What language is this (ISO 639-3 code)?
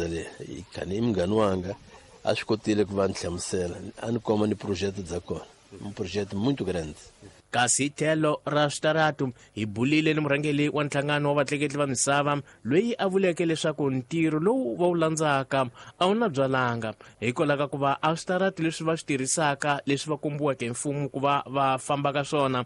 tso